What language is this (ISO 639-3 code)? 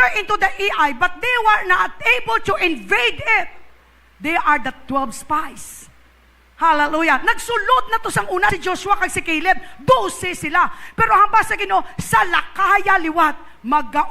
hil